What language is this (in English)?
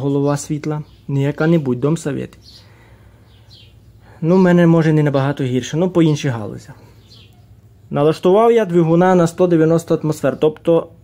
Ukrainian